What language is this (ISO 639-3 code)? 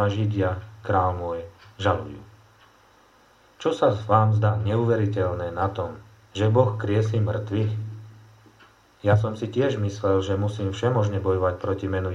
slk